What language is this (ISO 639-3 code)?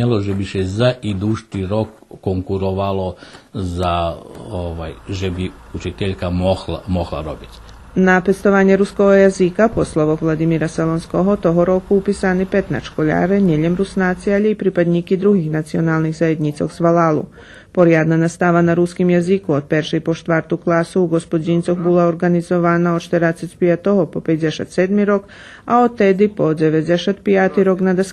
rue